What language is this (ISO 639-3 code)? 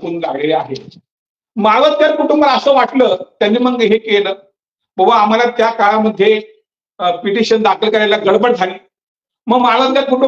mar